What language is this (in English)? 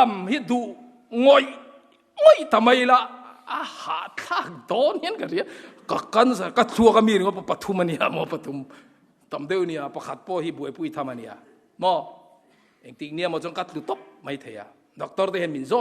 Mizo